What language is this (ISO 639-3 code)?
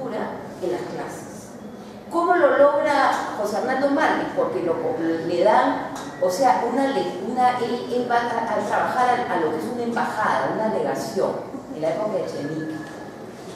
spa